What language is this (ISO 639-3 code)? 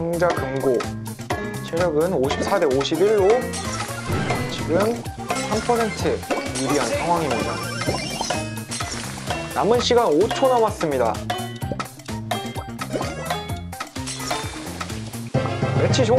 kor